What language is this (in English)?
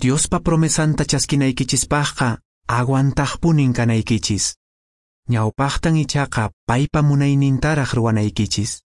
Quechua